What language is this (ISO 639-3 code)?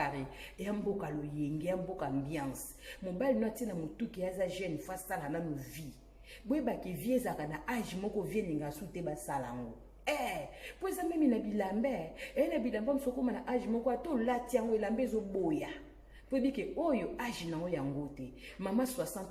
lin